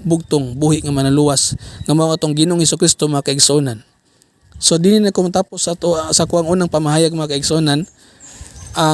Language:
Cebuano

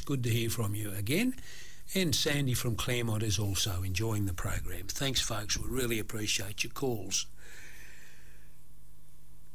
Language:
English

